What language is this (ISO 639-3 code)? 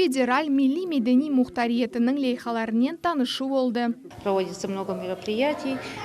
crh